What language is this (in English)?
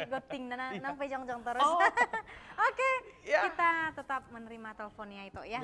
Batak Toba